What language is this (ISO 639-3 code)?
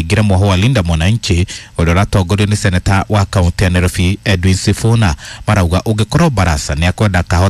kik